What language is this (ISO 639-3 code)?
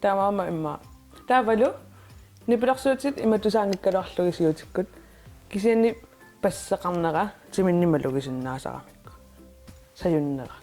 kal